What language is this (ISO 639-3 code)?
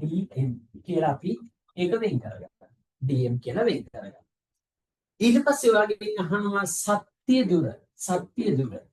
sin